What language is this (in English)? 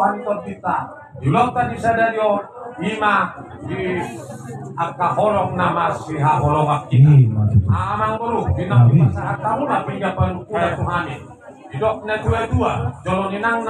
Batak Toba